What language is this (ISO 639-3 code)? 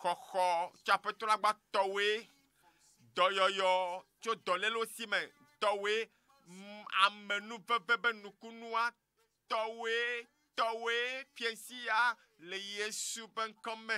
ewe